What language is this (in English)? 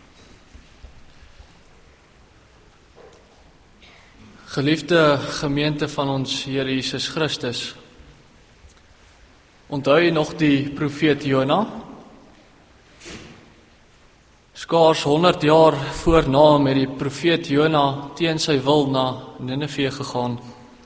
Afrikaans